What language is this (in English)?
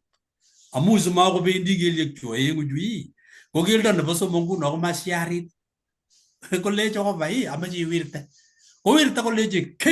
Kalenjin